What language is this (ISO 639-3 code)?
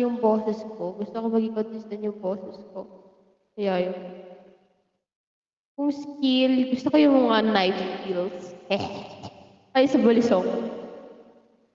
fil